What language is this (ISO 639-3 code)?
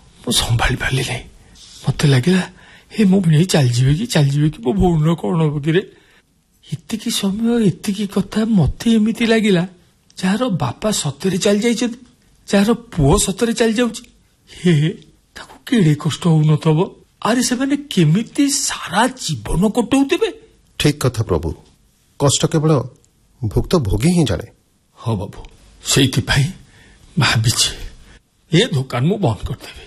ori